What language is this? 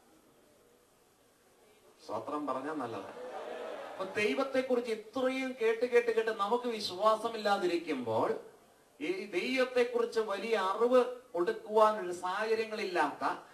Malayalam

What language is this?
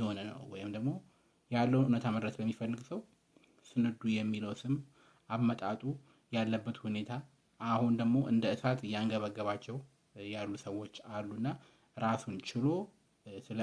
Amharic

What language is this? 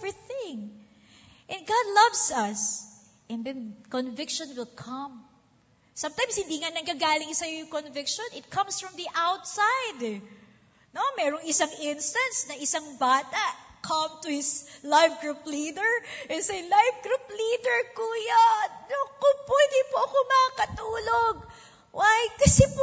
Filipino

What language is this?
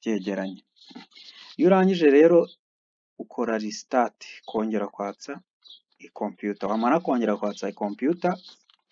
Kinyarwanda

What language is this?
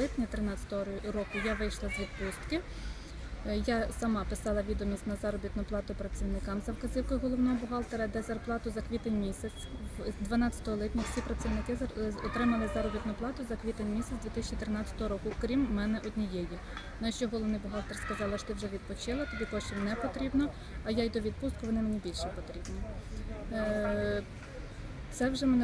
Ukrainian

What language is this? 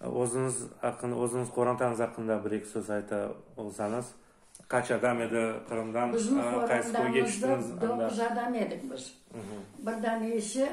Crimean Tatar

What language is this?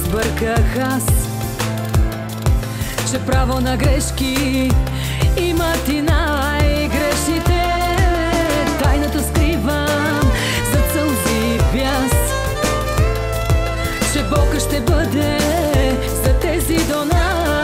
Bulgarian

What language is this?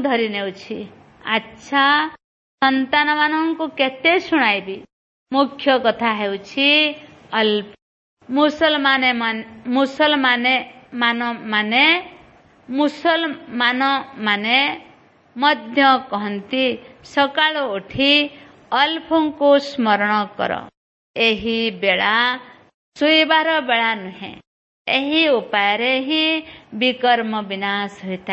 Odia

